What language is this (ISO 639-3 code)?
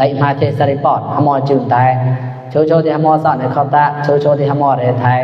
mnw